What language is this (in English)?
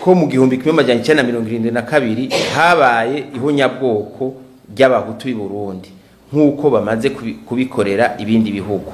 Rundi